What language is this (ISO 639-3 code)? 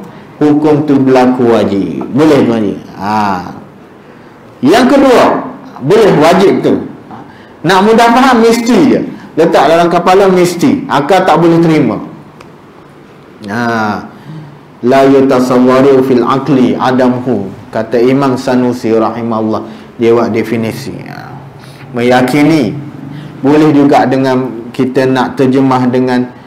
msa